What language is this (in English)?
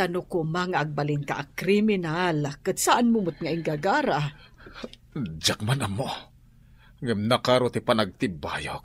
Iloko